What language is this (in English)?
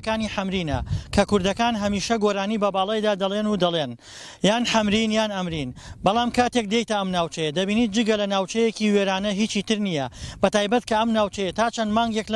Central Kurdish